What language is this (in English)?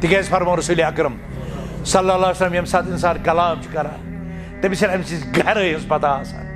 Kashmiri